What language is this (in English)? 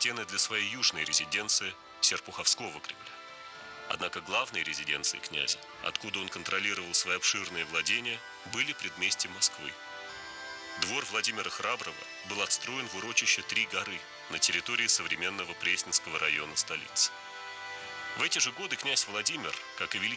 Russian